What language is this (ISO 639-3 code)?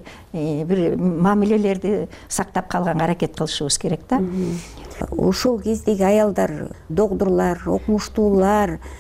kir